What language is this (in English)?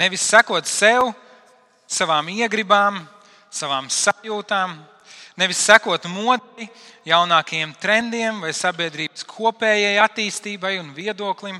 Latvian